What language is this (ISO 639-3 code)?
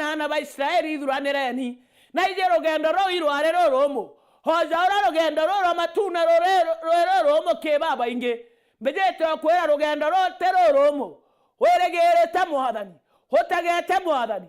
mer